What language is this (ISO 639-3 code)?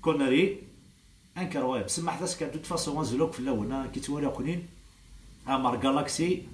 kab